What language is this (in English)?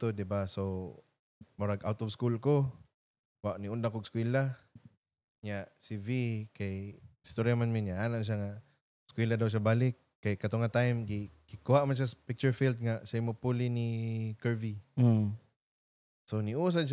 Cebuano